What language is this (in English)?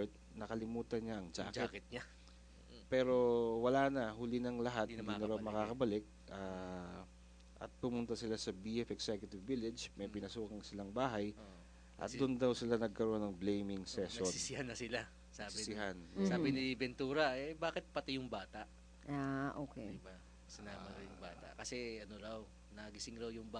Filipino